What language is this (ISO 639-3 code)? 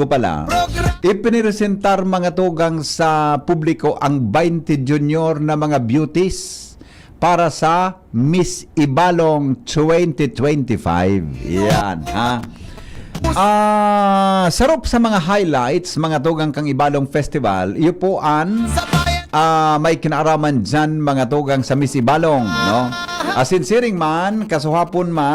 bik